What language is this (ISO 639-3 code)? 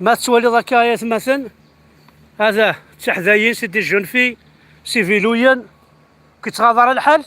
kab